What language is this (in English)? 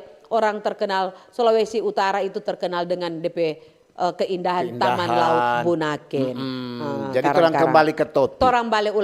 Manado Malay